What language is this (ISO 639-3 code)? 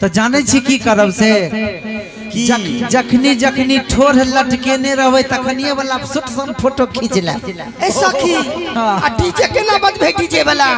mai